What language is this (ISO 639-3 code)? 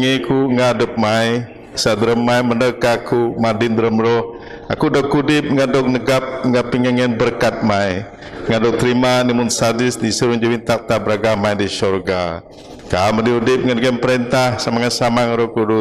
bth